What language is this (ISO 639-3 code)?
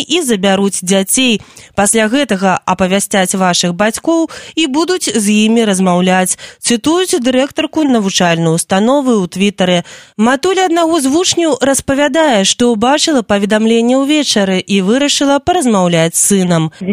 bel